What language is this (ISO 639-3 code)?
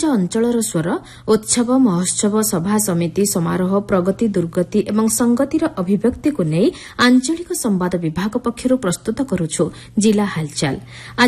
ori